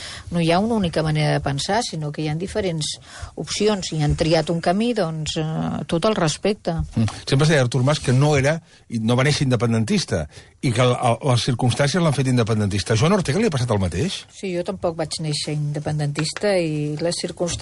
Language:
Catalan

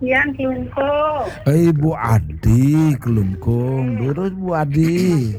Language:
Balinese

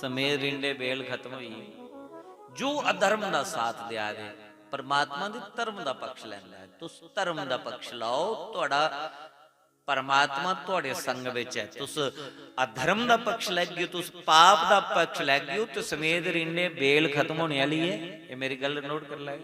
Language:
Dogri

